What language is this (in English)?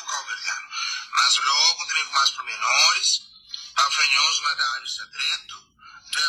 Kabuverdianu